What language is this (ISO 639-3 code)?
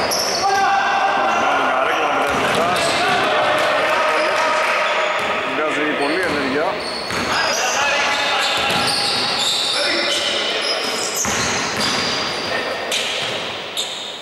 ell